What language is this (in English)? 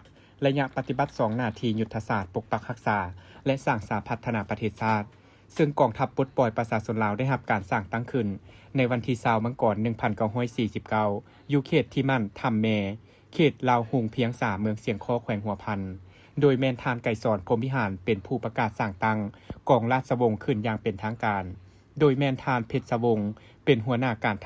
Lao